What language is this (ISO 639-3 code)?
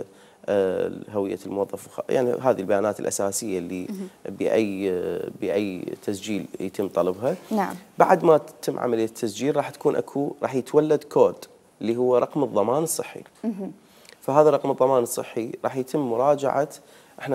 acm